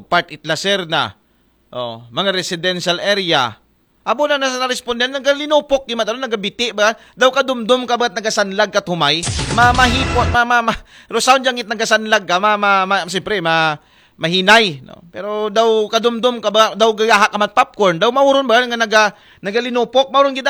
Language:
Aklanon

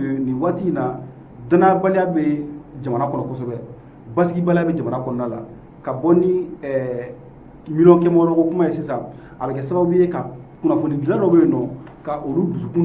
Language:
Bambara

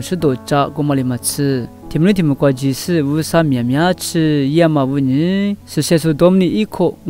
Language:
Lisu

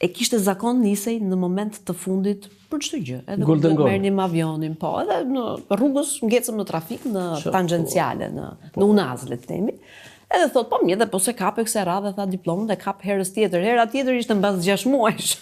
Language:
Albanian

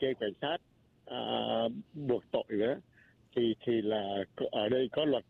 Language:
Vietnamese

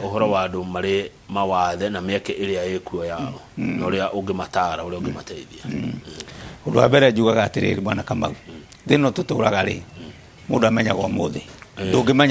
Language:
Kikuyu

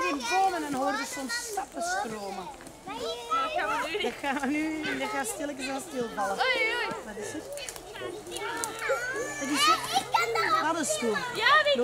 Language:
Dutch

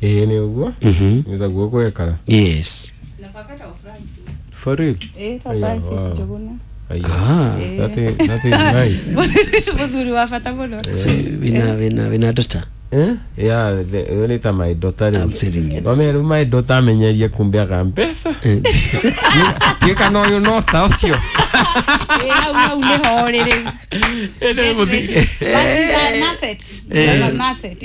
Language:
Kikuyu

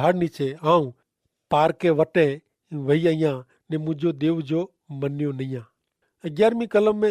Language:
Kachhi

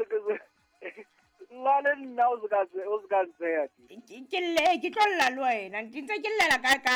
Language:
Southern Sotho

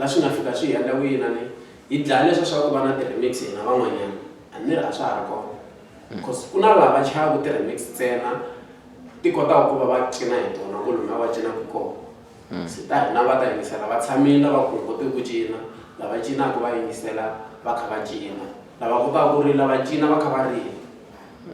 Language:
Tsonga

